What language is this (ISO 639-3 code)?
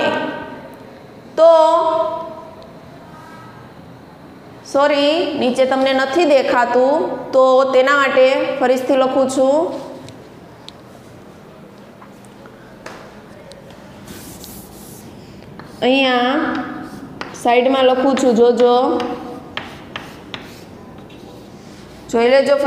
guj